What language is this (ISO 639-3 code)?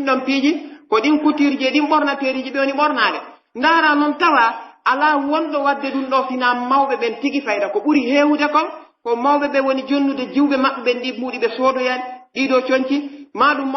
fuf